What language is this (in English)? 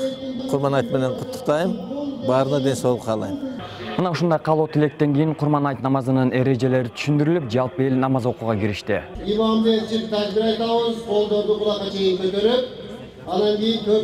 Kyrgyz